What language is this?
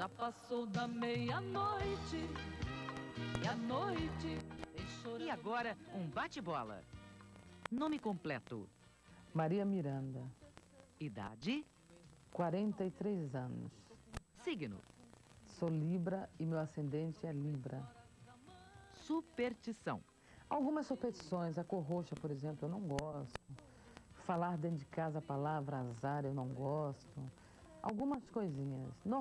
Portuguese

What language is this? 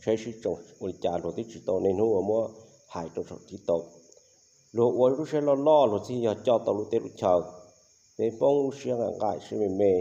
Hmong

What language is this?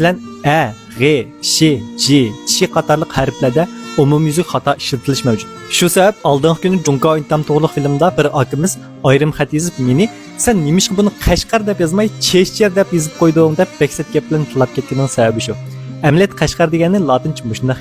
Uyghur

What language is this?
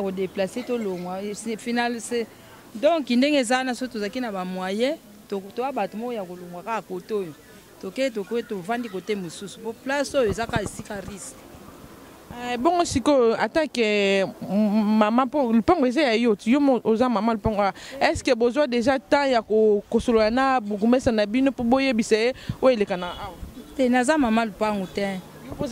Lingala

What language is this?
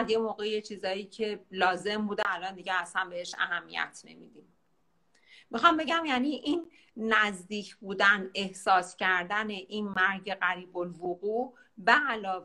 Persian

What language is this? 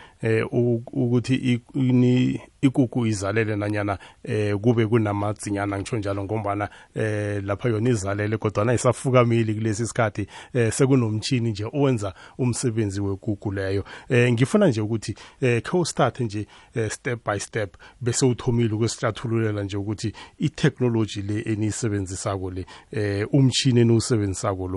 South Ndebele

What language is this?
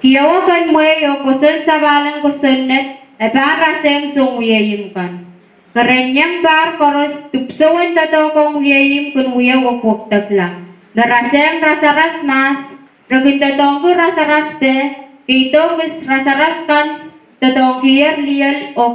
Pohnpeian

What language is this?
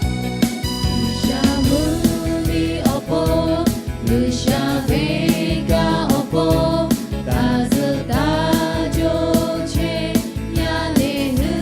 Lahu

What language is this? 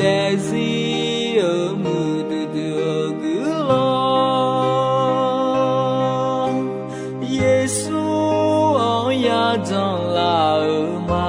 Akha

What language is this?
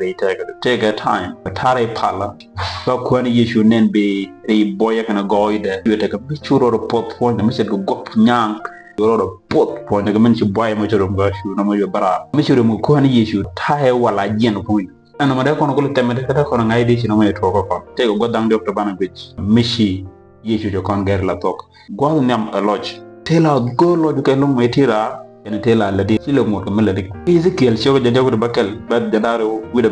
Nuer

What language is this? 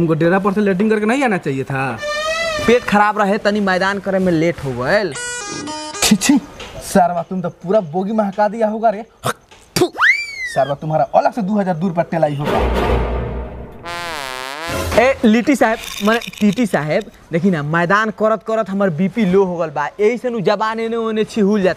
Bhojpuri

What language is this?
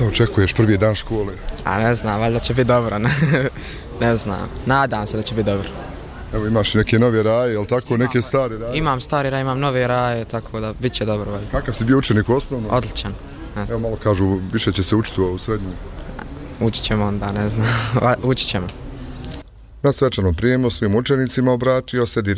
Bosnian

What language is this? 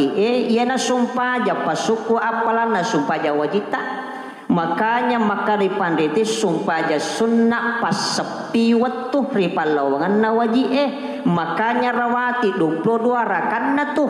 Buginese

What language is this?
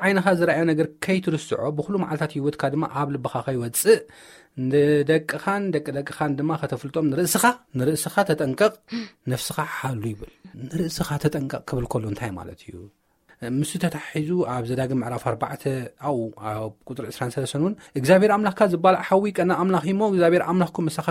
Tigrinya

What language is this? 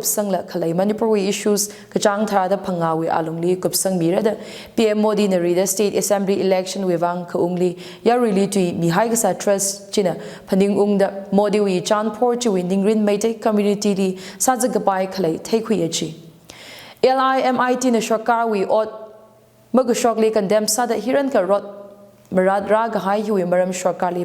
Tangkhul Naga (India)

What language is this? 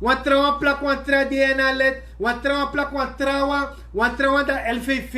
Sranan Tongo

